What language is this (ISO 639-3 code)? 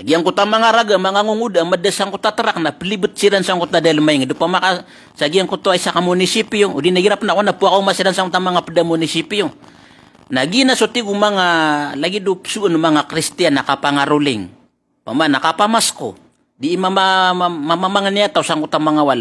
mrw